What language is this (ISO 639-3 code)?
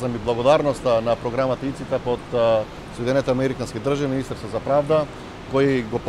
mkd